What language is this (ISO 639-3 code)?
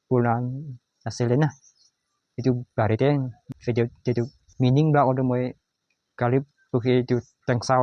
nag